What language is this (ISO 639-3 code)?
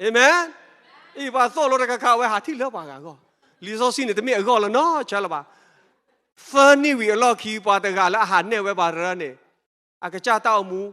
ksw